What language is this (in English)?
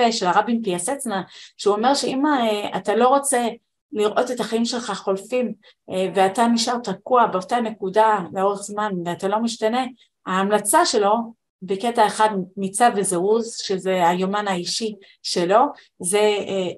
Hebrew